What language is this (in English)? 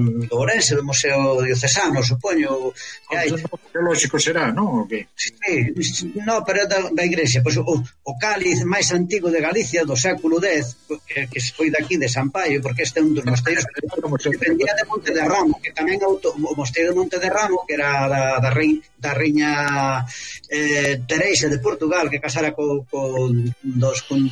Galician